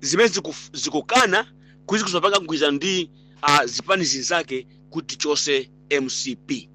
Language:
Nyanja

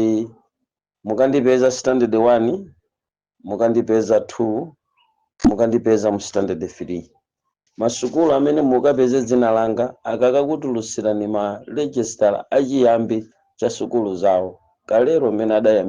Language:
Nyanja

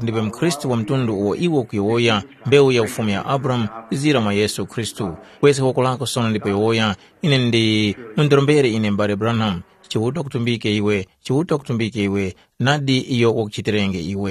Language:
Tumbuka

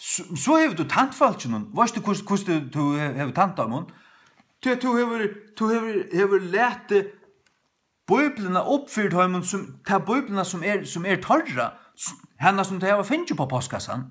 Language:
Faroese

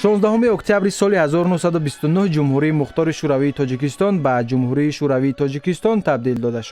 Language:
Tajik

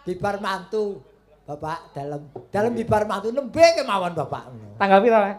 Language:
Javanese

